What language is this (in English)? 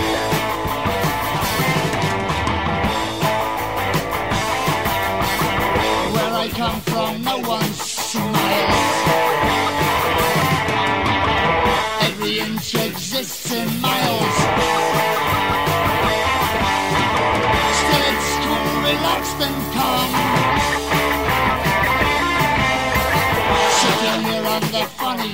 Greek